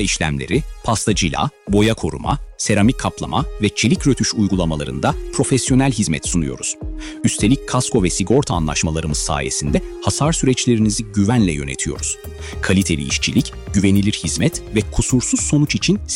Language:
Turkish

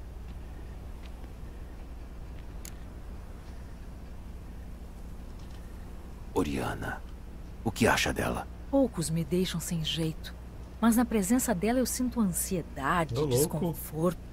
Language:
Portuguese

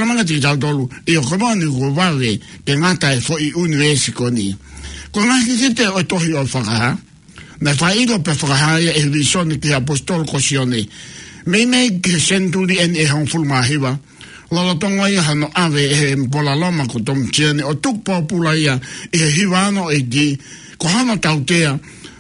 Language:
Tongan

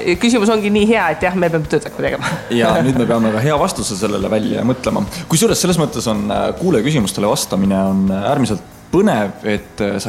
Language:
Estonian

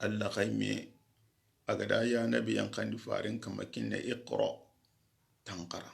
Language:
Soninke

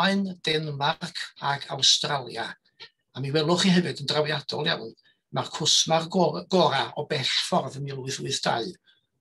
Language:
Welsh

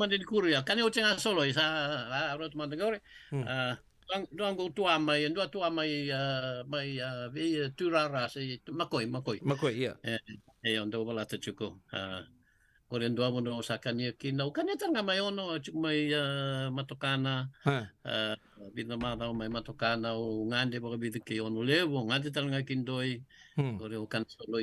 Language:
Fijian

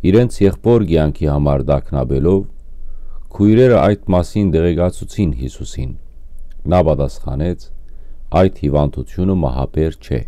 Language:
Western Armenian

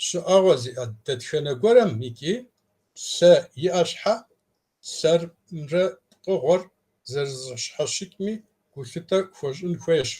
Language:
Kabardian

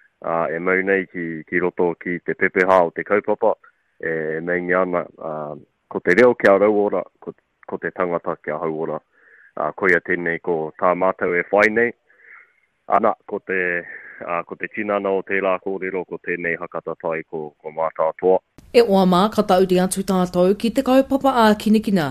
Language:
Māori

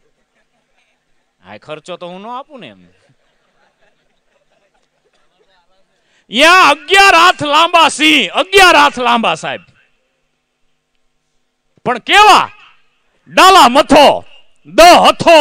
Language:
Gujarati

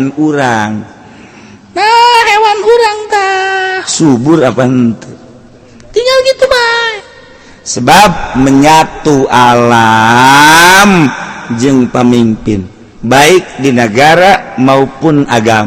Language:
Sundanese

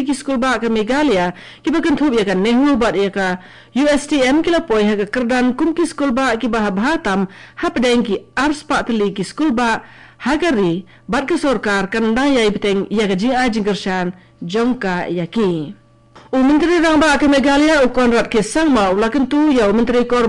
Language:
Khasi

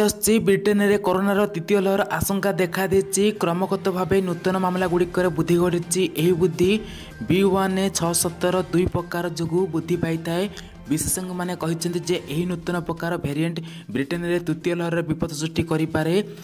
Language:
Odia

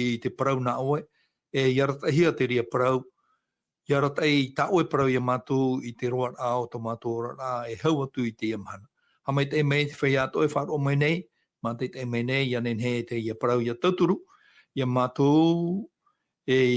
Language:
Tahitian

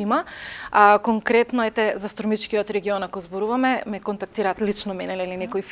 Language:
Macedonian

